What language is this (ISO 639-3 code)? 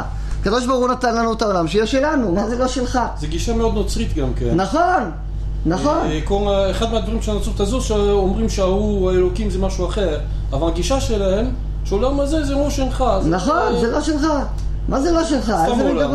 heb